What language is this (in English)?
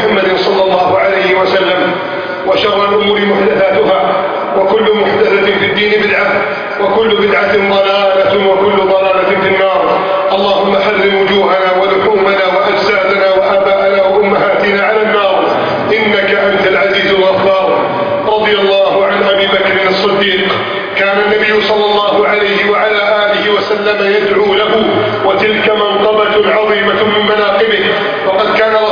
Arabic